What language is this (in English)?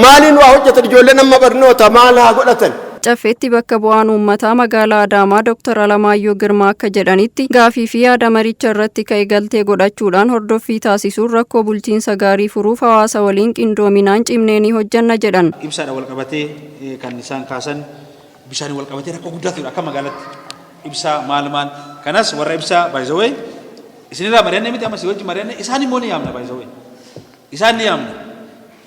Oromo